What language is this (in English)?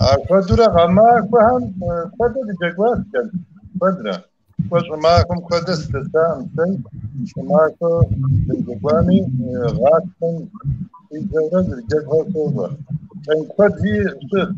Kabardian